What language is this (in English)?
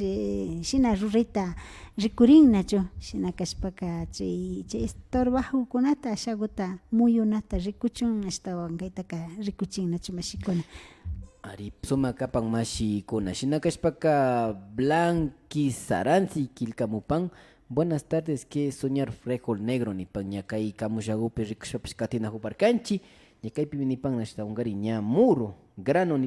Imbabura Highland Quichua